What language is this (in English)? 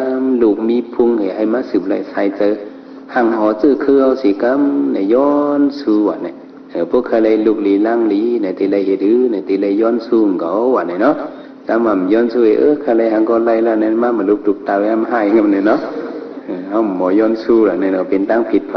Shan